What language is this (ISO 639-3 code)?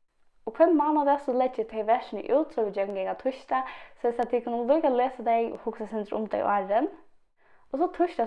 fao